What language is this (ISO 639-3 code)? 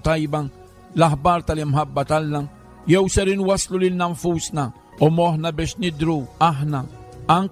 mlt